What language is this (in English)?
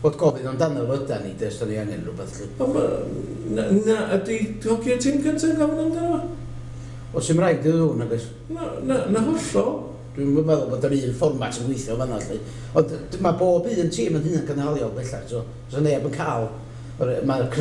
Welsh